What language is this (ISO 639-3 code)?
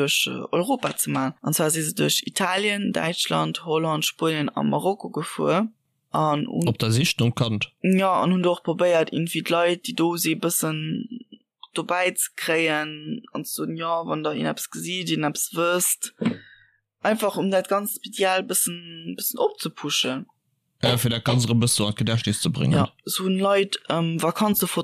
ltz